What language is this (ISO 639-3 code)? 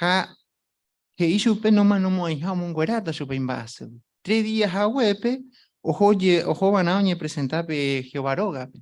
grn